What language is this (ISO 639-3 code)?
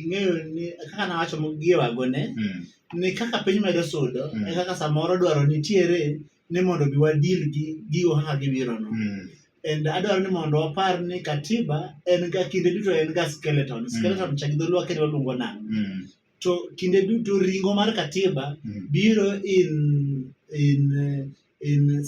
luo